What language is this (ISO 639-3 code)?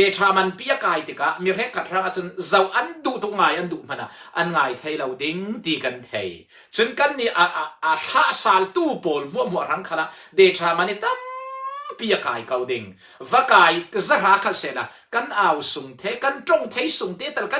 cfm